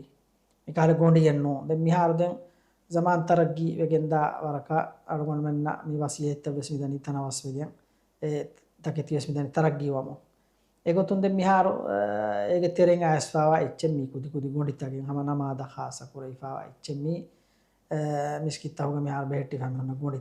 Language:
Divehi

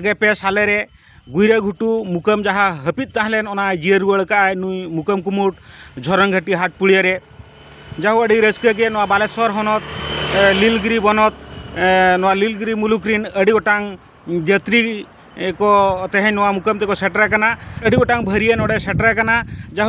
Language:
Santali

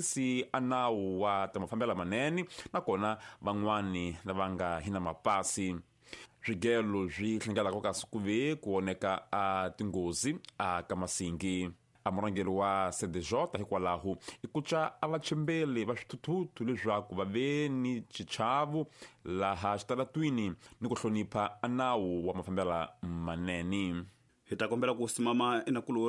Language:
Tsonga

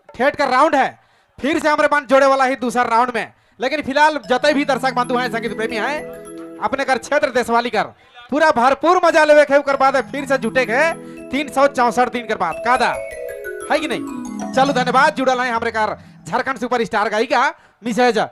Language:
Sadri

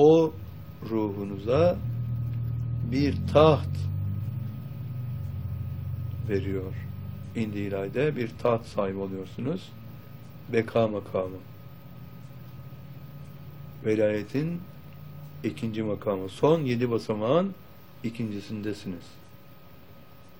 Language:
Turkish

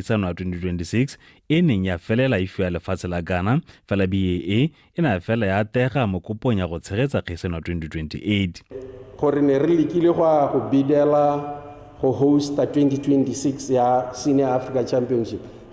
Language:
Tswana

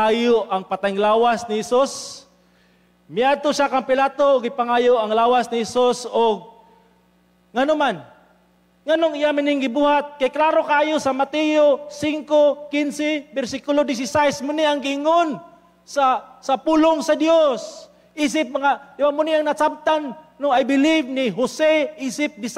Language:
Cebuano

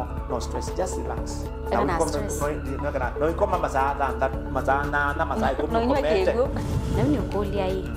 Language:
Kamba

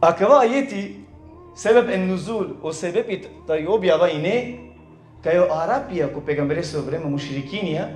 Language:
Balkan Romani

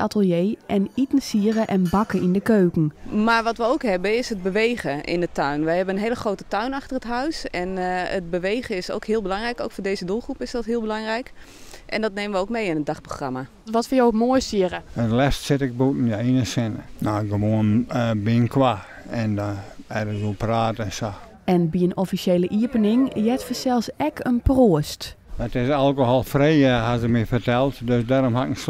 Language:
Western Frisian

